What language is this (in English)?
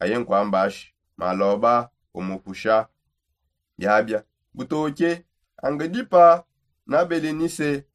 Songe